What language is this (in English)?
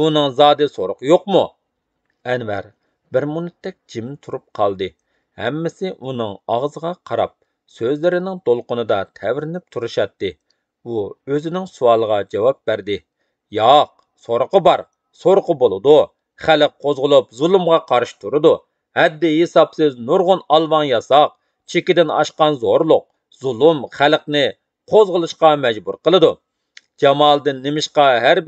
Uyghur